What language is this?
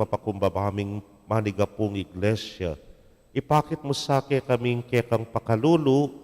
Pampanga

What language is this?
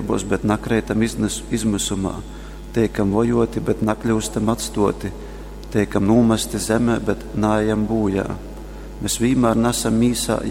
Latgalian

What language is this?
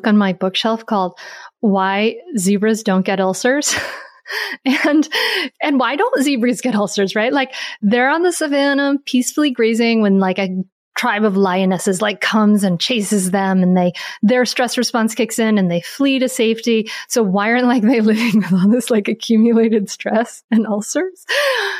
English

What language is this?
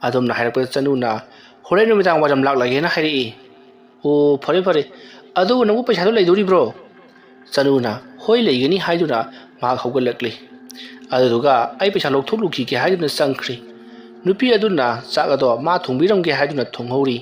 Manipuri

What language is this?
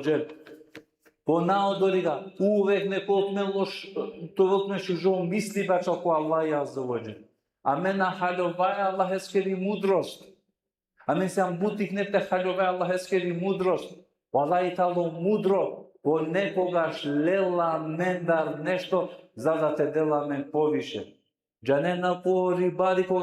Balkan Romani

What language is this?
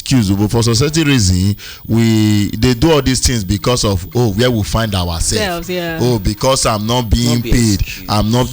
Nigerian Pidgin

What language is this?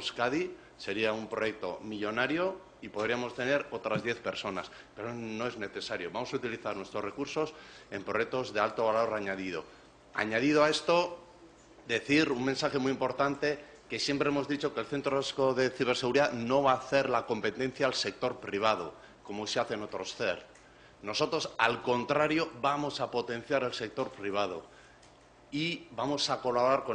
Spanish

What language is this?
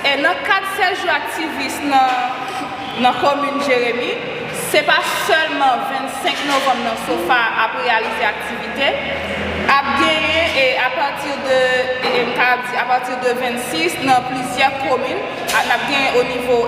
Haitian Creole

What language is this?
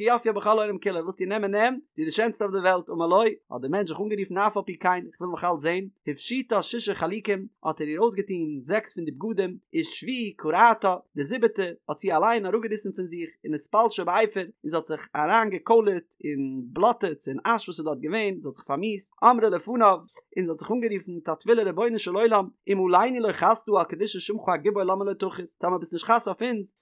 Yiddish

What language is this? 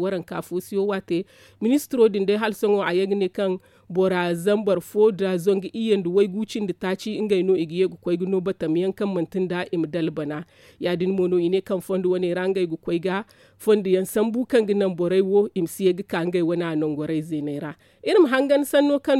Zarma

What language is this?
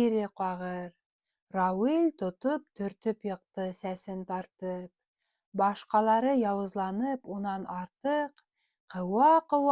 Bashkir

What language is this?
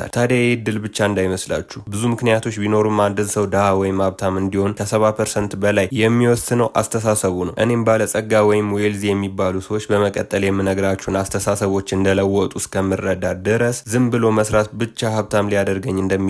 Amharic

